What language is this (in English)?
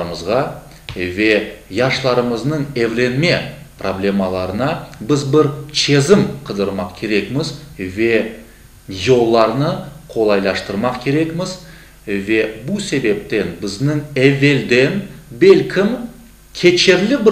Crimean Tatar